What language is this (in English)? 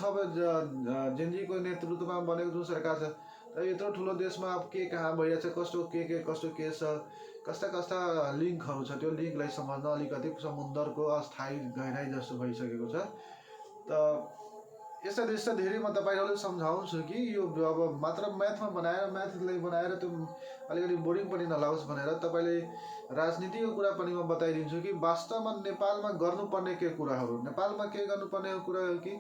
Nepali